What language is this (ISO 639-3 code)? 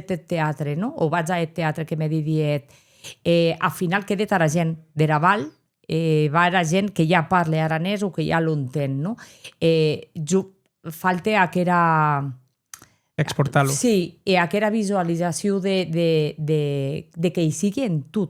oci